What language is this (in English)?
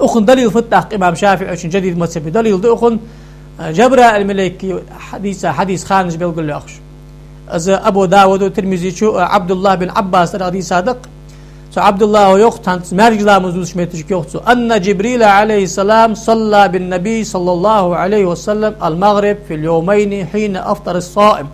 Ingush